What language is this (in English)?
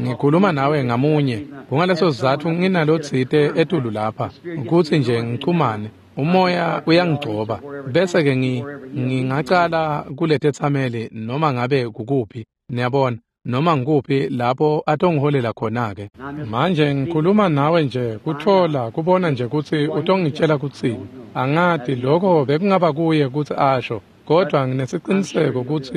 Swati